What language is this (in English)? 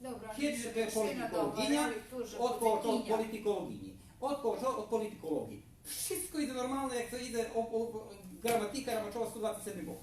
Rusyn